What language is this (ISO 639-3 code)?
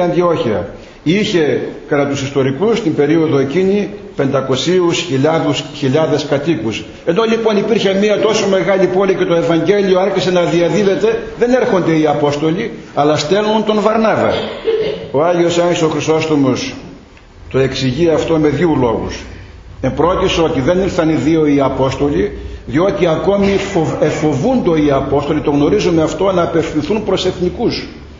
ell